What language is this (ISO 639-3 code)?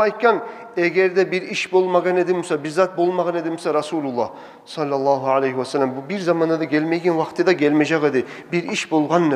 kum